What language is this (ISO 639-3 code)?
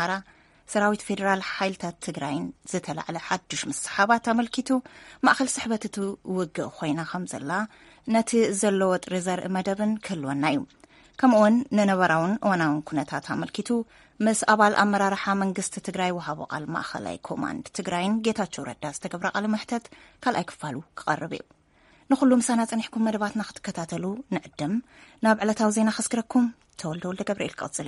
tir